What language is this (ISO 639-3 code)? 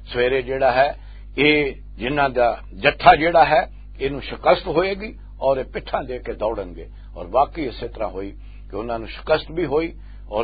lah